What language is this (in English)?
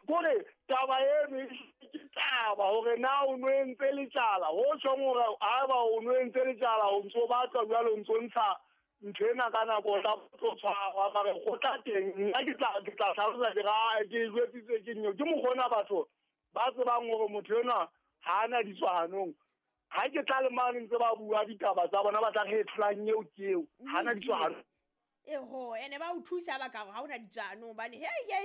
Southern Sotho